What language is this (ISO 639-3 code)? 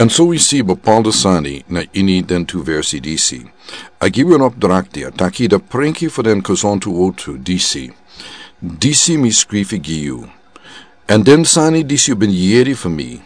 srn